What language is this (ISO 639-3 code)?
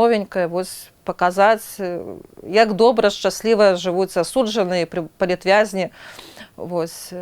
bel